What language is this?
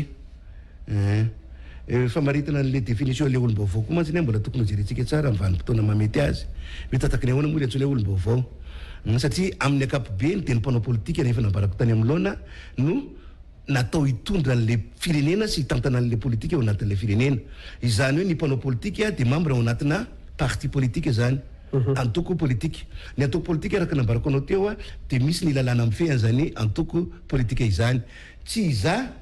Malagasy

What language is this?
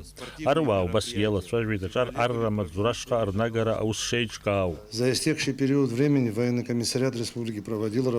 Abkhazian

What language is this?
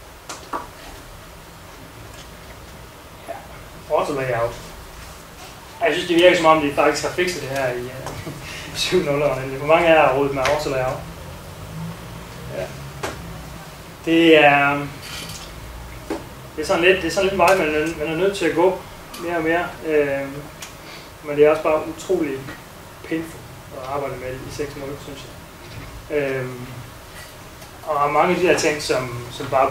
Danish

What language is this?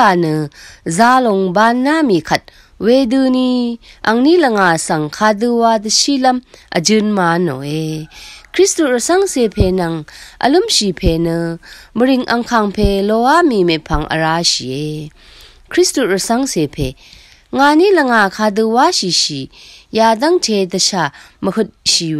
Rawang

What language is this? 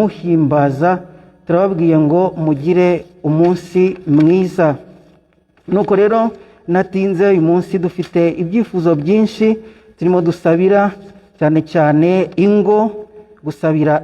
Kinyarwanda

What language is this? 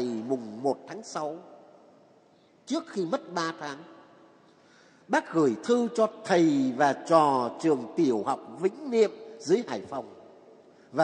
Vietnamese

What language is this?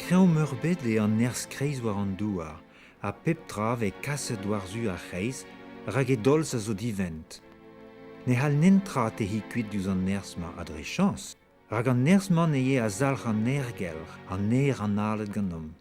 Breton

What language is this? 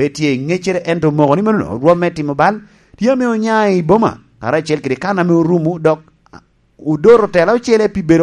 Lango (Uganda)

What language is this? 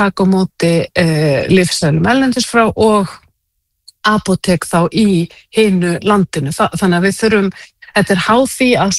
Icelandic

